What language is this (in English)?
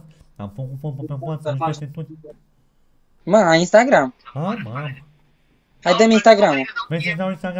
Romanian